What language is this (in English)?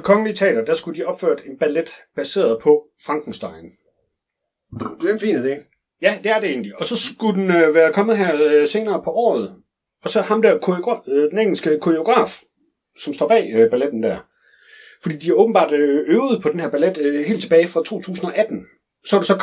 Danish